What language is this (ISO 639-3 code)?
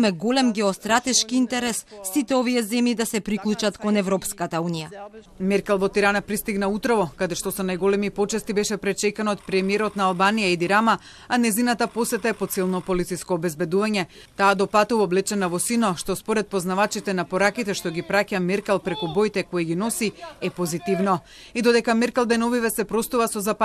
mkd